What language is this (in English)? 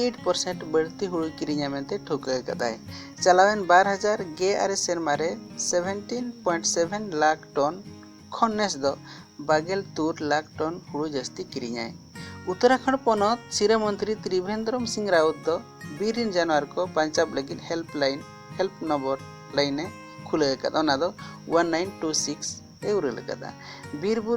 Santali